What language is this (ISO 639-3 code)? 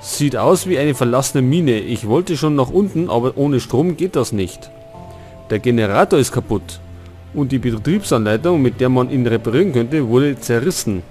bar